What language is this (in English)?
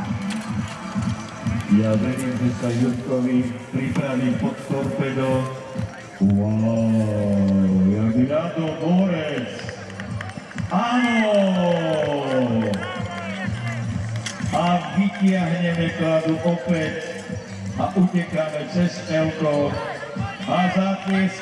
Slovak